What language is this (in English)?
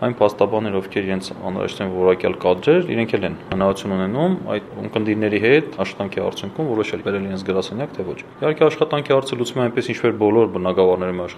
Armenian